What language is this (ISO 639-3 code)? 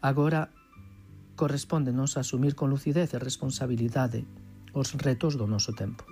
glg